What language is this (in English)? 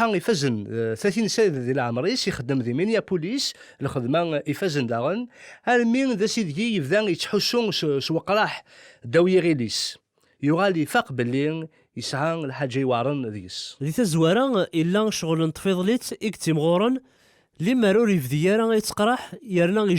Kabyle